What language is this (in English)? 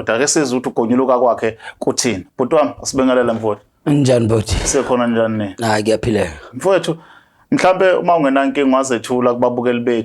Zulu